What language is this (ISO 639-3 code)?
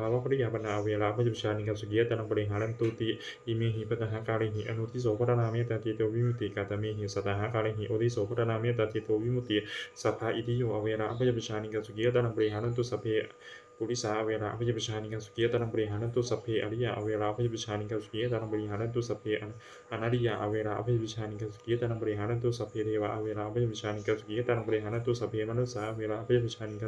pli